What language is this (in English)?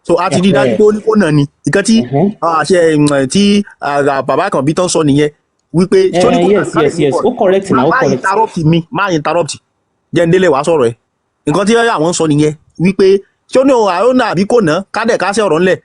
Yoruba